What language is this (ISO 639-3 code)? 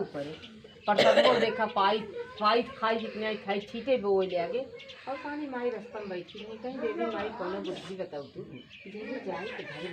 awa